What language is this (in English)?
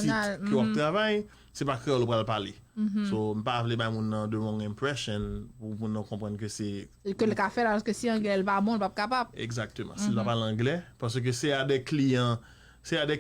Haitian Creole